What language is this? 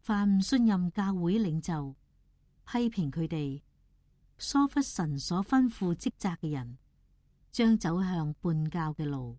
Cantonese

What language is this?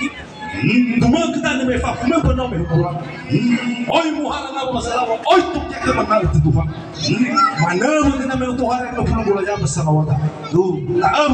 Nias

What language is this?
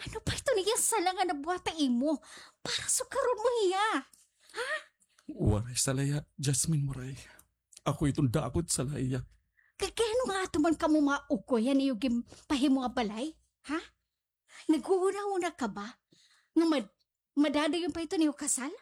Waray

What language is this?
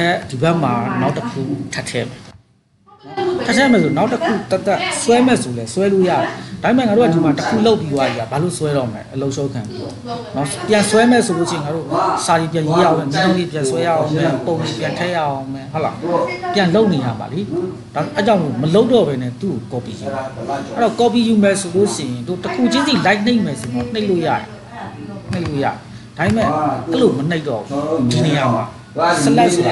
Burmese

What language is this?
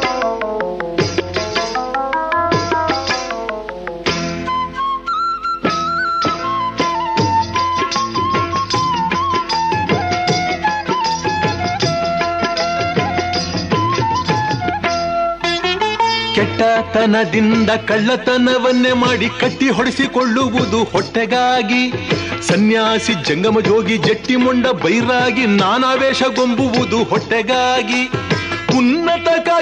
Kannada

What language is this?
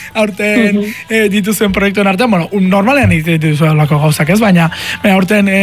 Basque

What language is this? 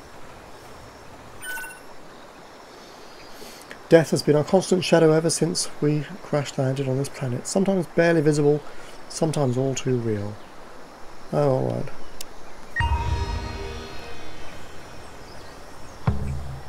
English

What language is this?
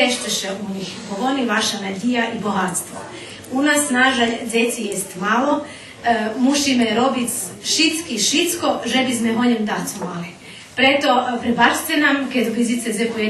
Rusyn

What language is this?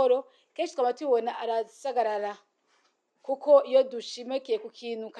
Rundi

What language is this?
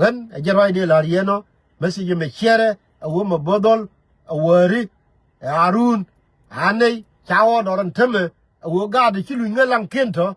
Nuer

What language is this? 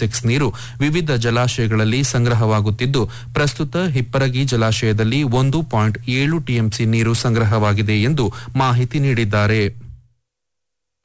Kannada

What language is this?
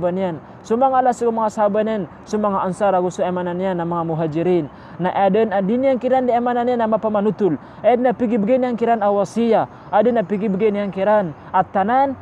Maranao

